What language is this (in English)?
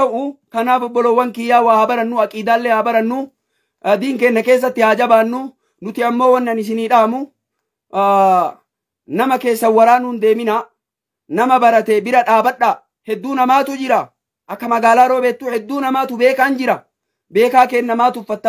Oromo